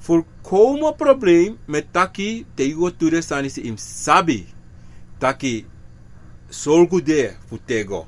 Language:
Sranan Tongo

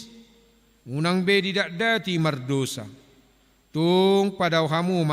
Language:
Batak Toba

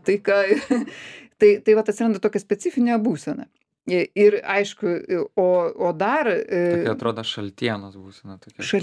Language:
Lithuanian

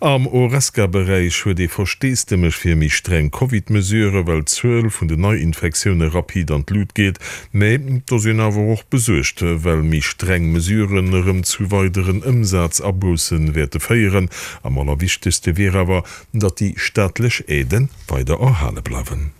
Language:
Luxembourgish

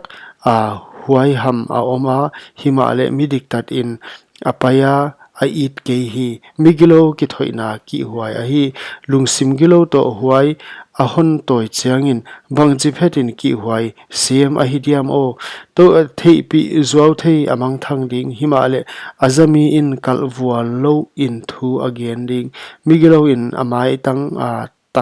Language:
Paite Chin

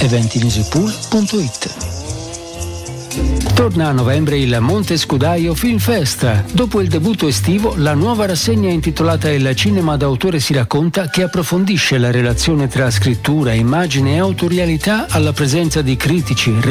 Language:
Italian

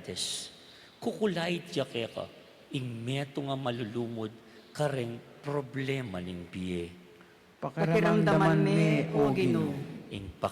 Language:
Pampanga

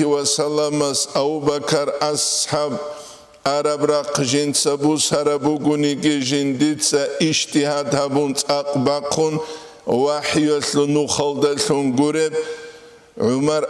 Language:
Avaric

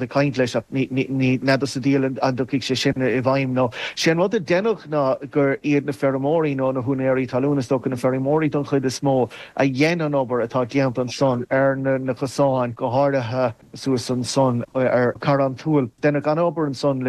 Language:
Irish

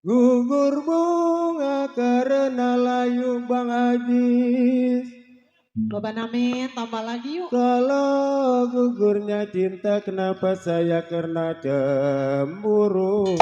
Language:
Betawi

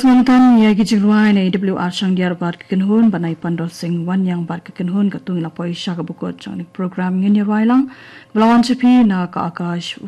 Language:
Khasi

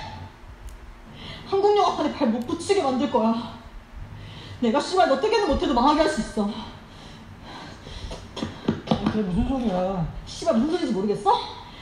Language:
Korean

